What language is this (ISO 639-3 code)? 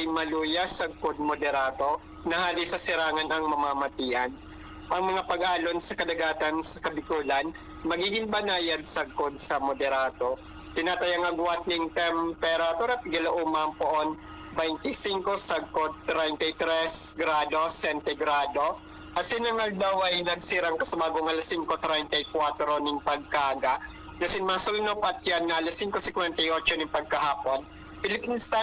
bik